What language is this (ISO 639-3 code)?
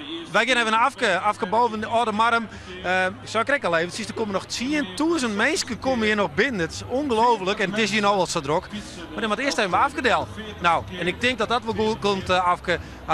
fry